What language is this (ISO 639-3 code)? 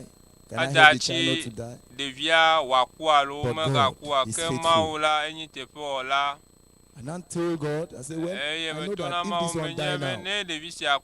ewe